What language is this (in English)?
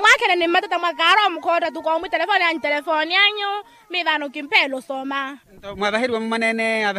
Makhuwa